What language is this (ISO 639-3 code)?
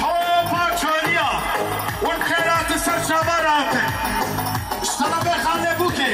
kur